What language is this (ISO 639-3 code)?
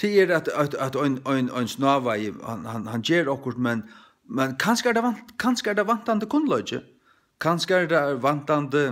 fao